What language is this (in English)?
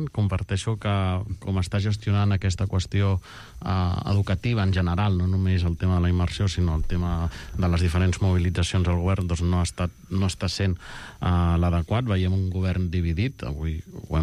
Catalan